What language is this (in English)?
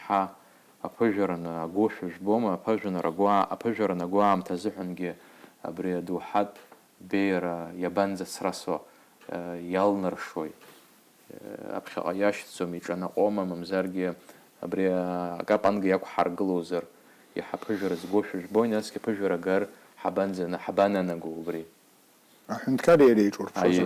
Abkhazian